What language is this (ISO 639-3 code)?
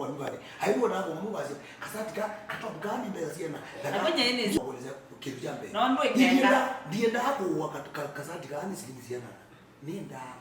kam